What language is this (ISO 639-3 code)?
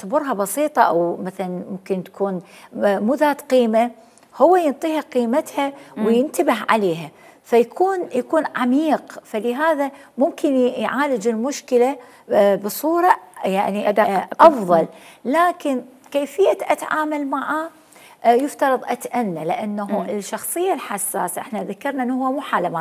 acm